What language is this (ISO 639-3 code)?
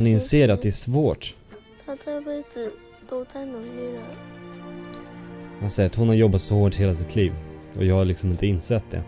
swe